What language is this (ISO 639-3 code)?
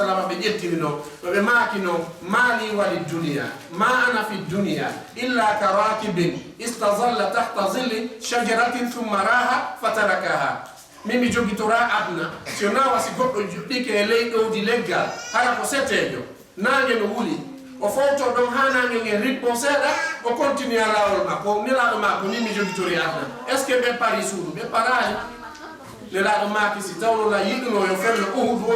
ful